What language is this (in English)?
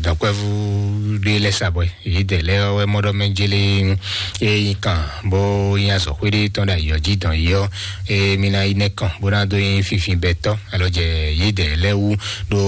Fon